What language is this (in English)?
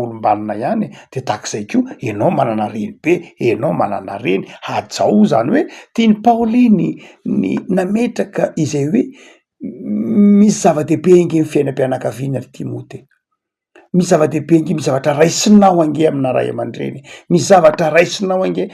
Malagasy